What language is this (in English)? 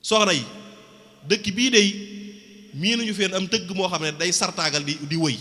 Wolof